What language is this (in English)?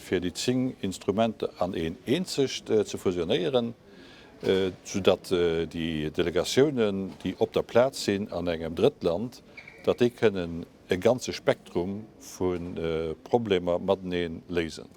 Luxembourgish